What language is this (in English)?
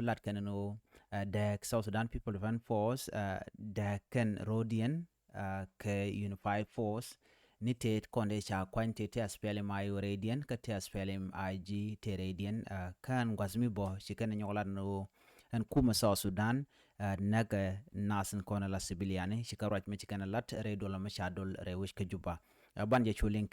Nuer